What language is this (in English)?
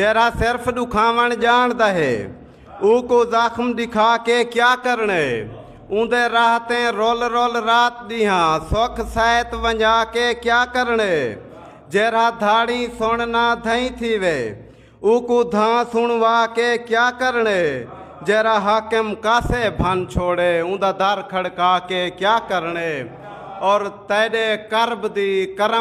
Saraiki